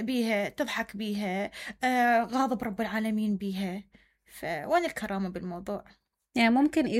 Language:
Mesopotamian Arabic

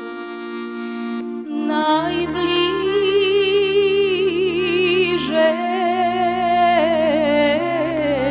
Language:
Bosnian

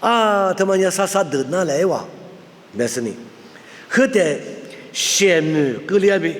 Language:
Lisu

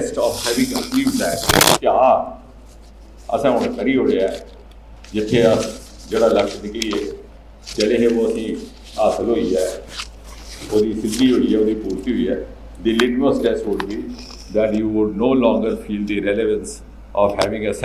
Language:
Dogri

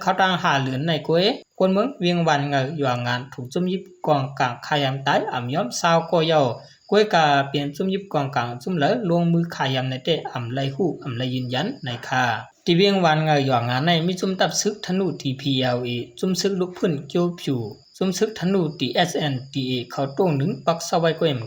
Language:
Shan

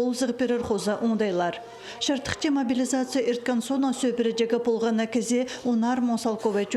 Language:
Khakas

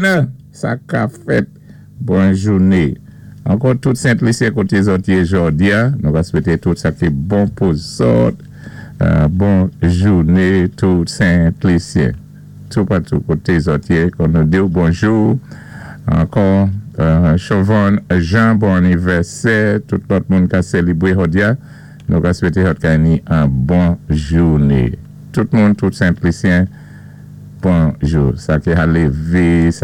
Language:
Saint Lucian Creole French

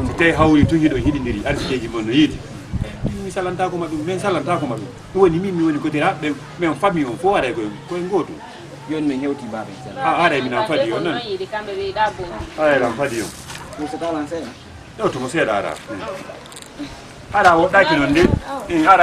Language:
Fula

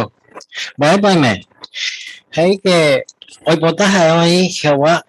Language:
Guarani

